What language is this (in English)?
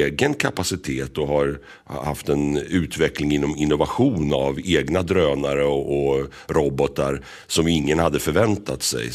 Swedish